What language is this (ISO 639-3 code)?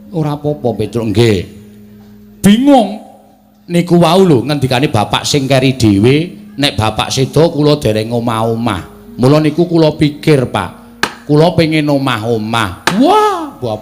jav